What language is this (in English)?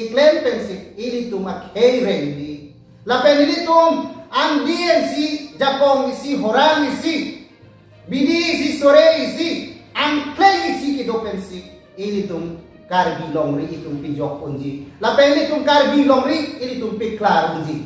Karbi